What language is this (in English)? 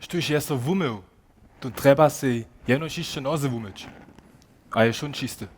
Upper Sorbian